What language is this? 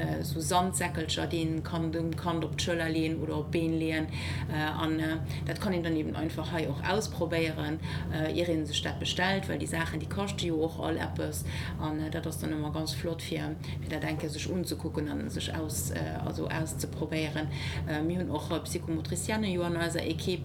Luxembourgish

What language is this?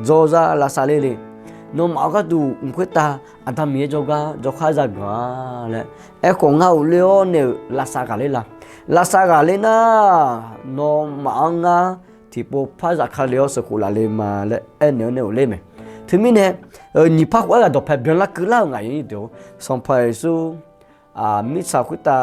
Akha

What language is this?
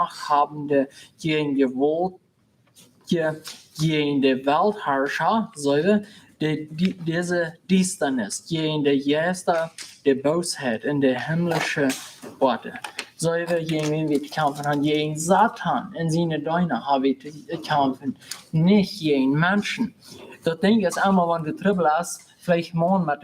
Plautdietsch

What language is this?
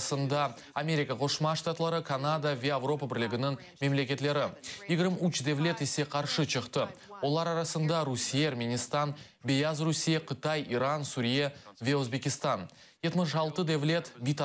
Crimean Tatar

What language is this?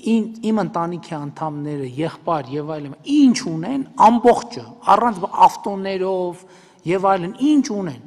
Armenian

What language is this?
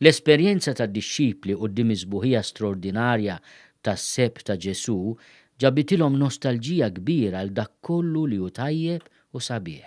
Maltese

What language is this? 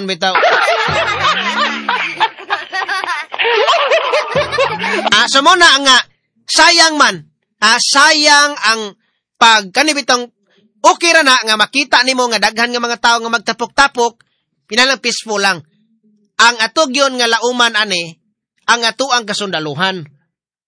Cebuano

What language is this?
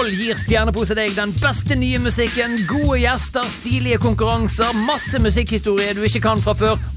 Norwegian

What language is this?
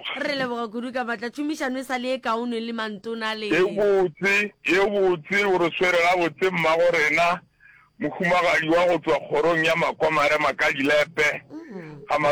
Northern Sotho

